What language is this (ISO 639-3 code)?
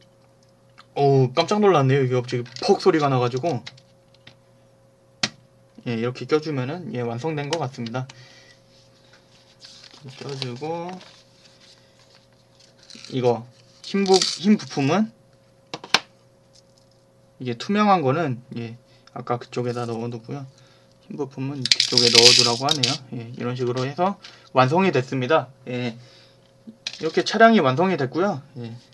kor